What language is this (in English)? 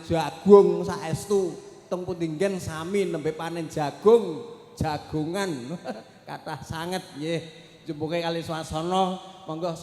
Javanese